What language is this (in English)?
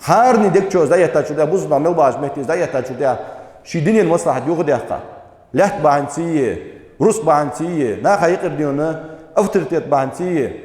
Ingush